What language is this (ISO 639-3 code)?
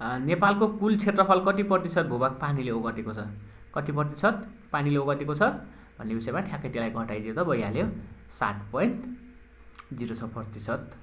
nep